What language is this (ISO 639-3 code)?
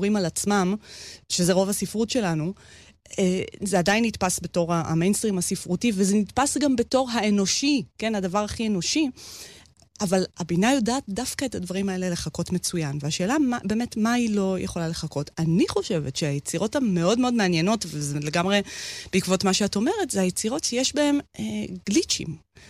heb